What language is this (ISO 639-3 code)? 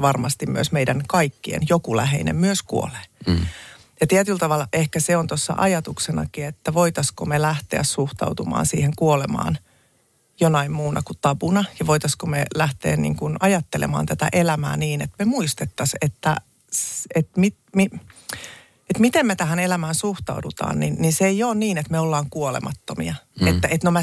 fin